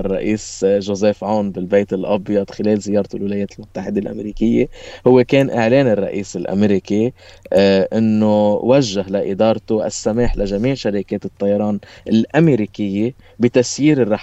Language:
North Levantine Arabic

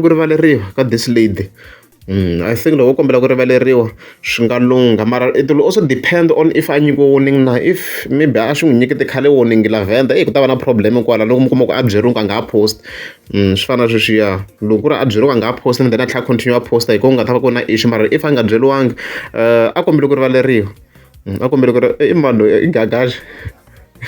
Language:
Tsonga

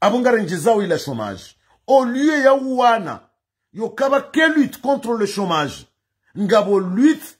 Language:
Ngazidja Comorian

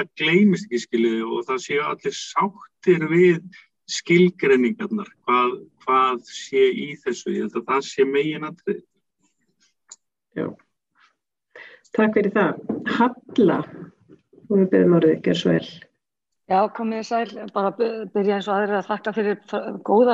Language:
Icelandic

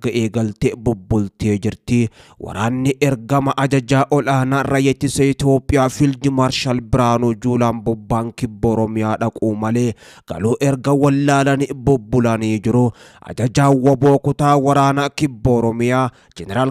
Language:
Oromo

